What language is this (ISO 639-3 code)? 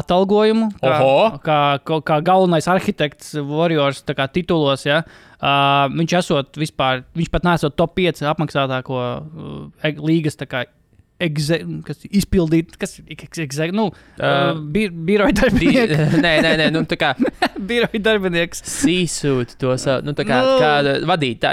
lav